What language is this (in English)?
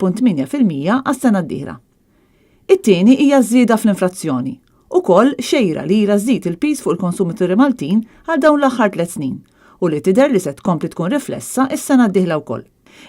Maltese